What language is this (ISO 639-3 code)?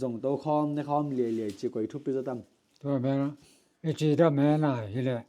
ctd